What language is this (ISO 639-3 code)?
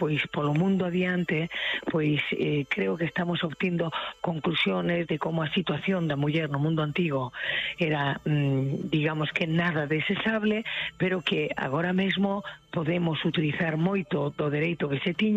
glg